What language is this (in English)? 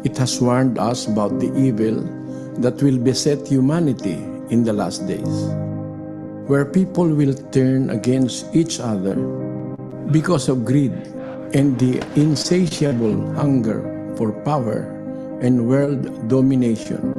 Ewe